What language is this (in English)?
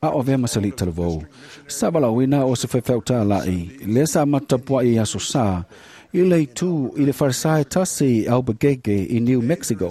Samoan